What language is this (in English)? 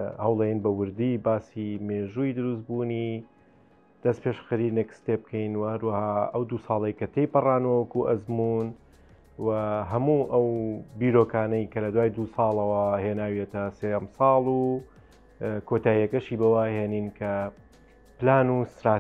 Central Kurdish